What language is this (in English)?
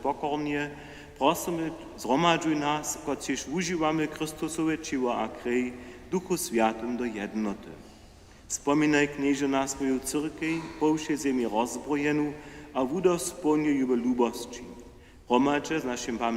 Upper Sorbian